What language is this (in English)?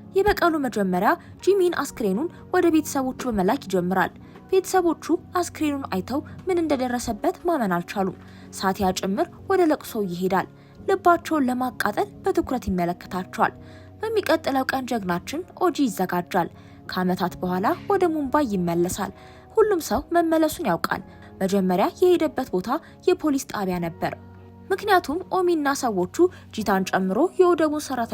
Amharic